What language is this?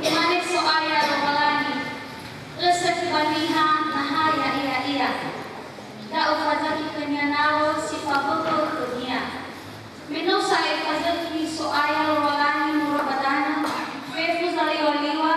Nias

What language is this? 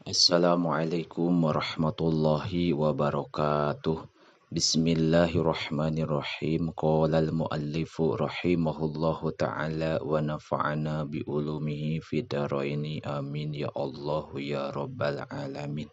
Sundanese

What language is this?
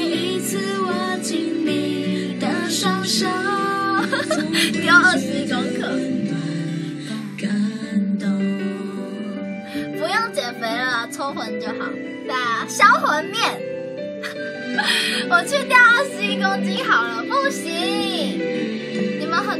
Chinese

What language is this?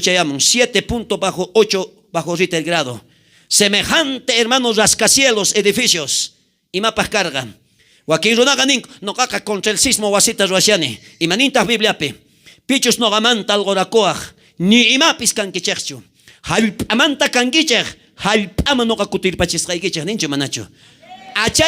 South Bolivian Quechua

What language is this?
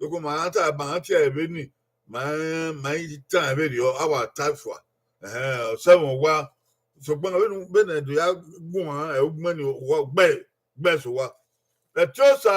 Bini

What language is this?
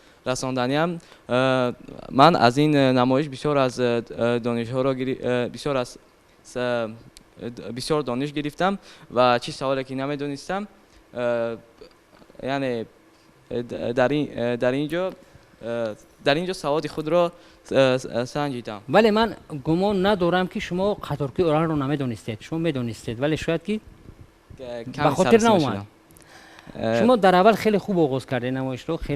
Tajik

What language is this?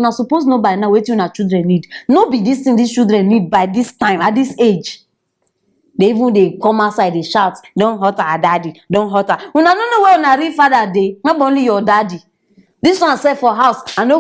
Nigerian Pidgin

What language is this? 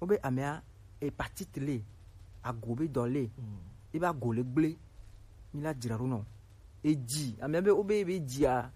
Gen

